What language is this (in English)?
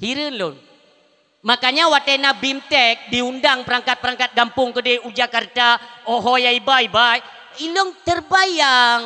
Achinese